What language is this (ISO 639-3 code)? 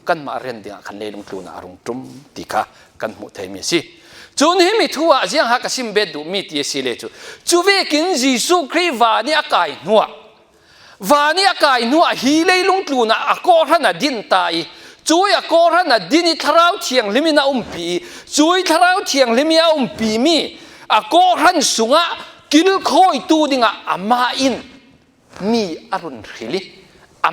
cfm